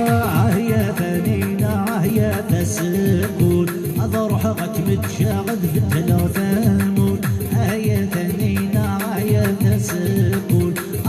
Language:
Kabyle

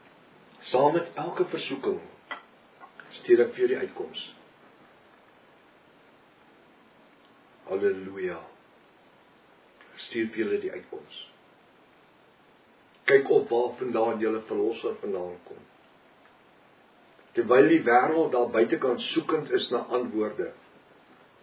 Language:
Afrikaans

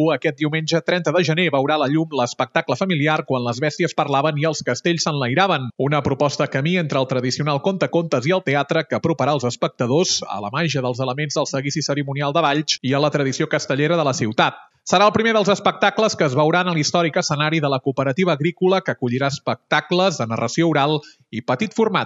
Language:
Catalan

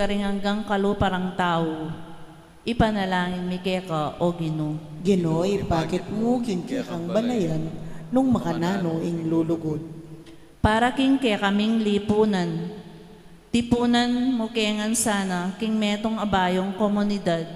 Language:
Pampanga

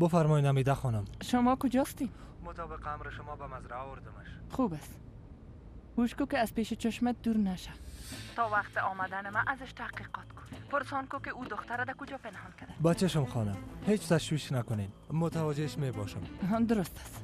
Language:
Persian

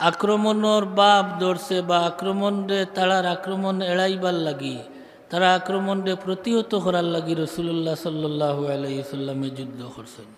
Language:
Sylheti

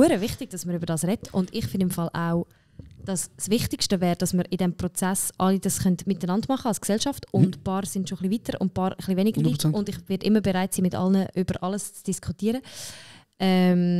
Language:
Swiss German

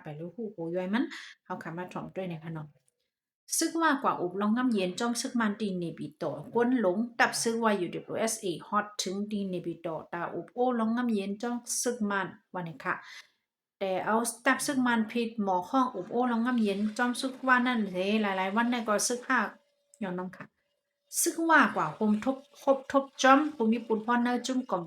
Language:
Shan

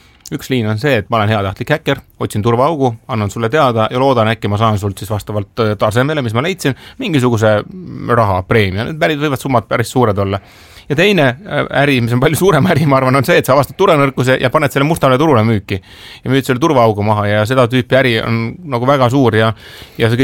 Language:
Estonian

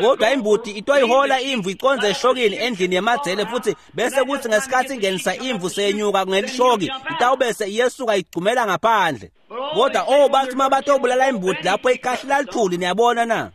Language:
Swati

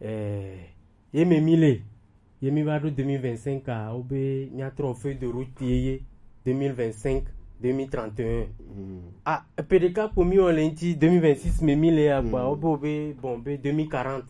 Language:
Gen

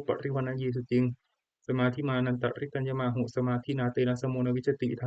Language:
Pali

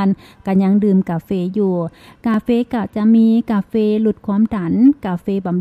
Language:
Lao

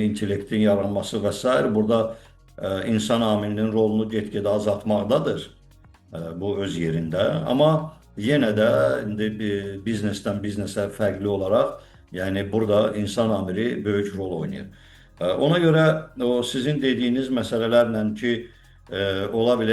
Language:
Azerbaijani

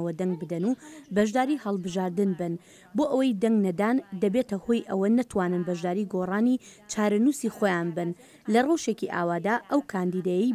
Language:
Central Kurdish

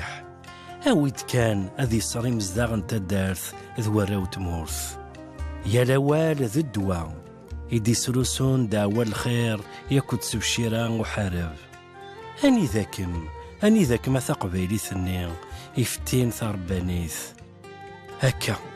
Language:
Kabyle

